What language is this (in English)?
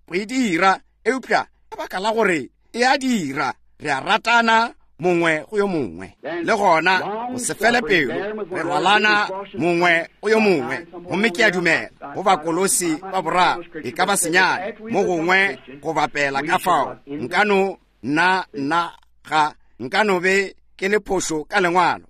Northern Sotho